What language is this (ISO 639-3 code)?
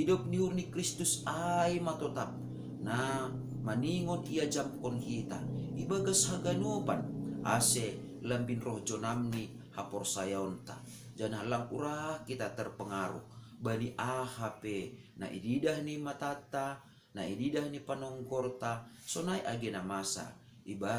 bts